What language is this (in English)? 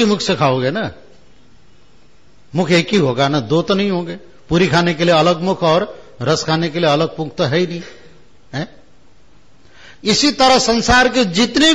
Hindi